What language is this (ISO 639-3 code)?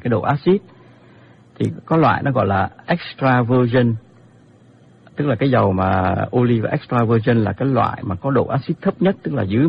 vie